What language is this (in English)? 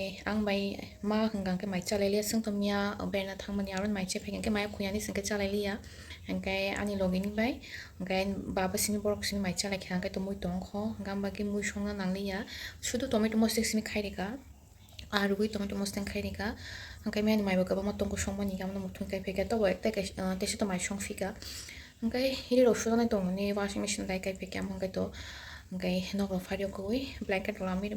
Kok Borok